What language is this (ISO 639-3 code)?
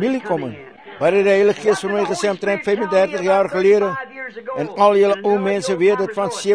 afr